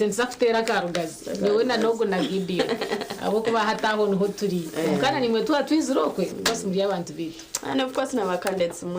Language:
Nyankole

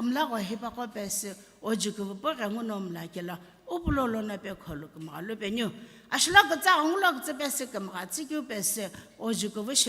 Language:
Sumi Naga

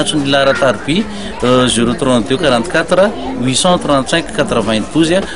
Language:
Malagasy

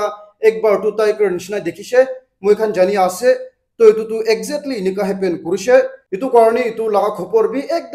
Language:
Naga Pidgin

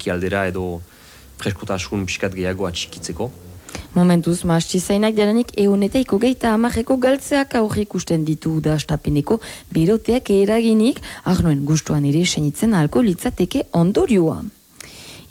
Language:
Basque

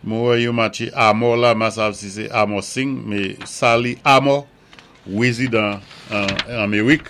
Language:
Saint Lucian Creole French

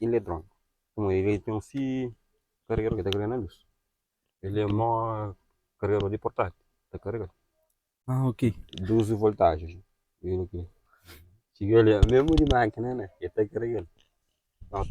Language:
Kabuverdianu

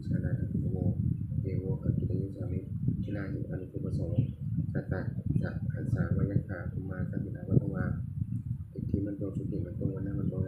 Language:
Pali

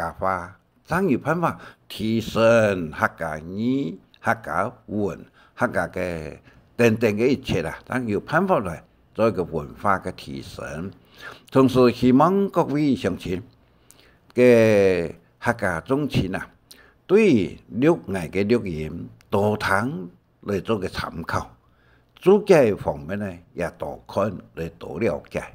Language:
Hakka Chinese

